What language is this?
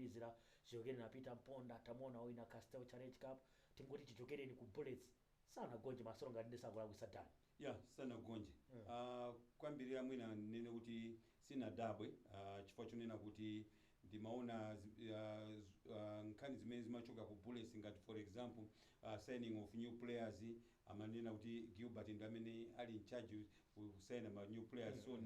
Nyanja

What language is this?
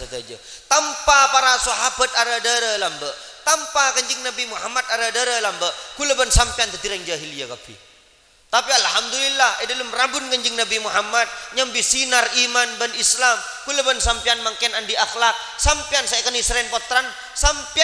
Madurese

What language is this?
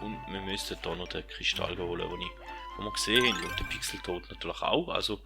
Swiss German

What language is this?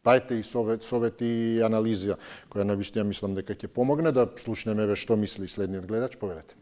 Macedonian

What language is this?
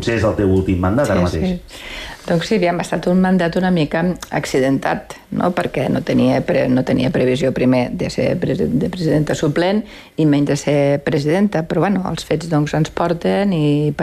Catalan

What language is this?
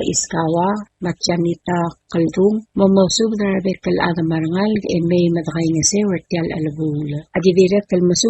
Palauan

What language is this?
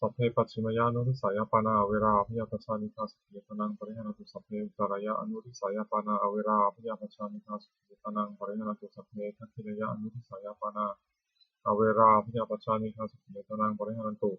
Pali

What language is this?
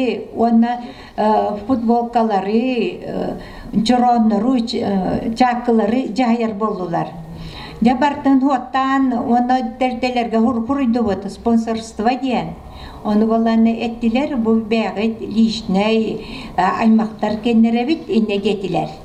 Yakut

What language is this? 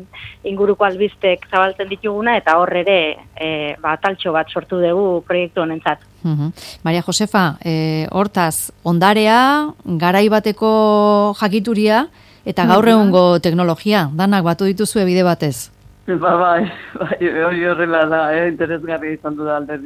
Basque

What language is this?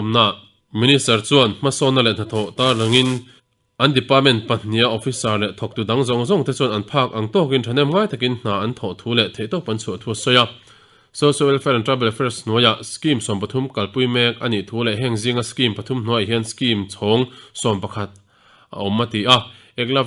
Mizo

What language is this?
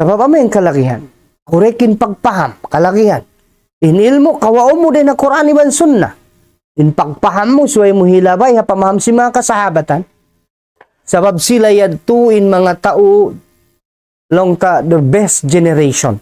Tausug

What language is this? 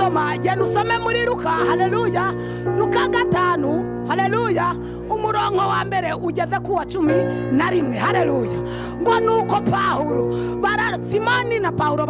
Kinyarwanda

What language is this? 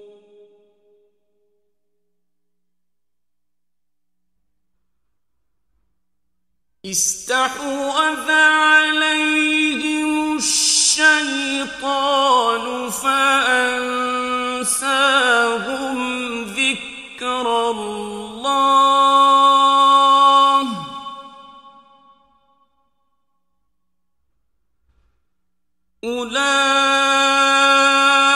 Arabic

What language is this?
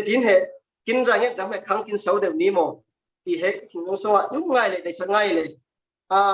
Falam Chin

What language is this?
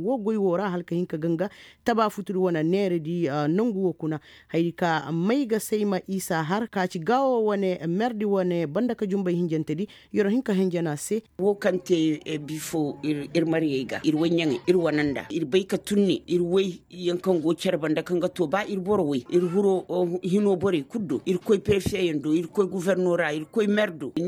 Koyraboro Senni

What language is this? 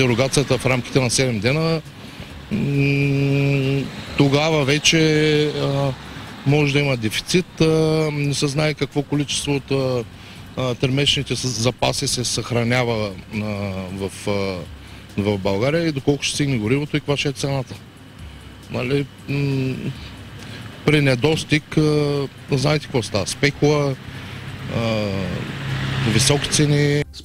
Bulgarian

